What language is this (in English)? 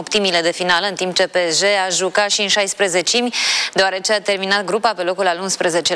Romanian